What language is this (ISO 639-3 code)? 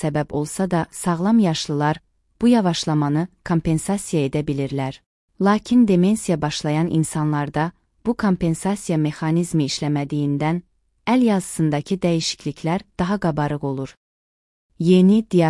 aze